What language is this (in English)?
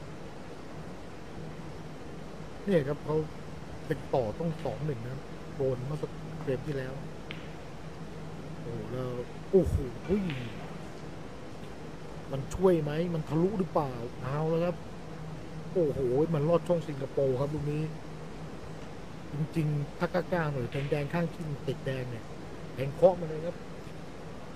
Thai